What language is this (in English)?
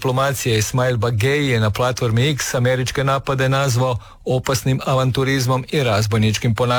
Croatian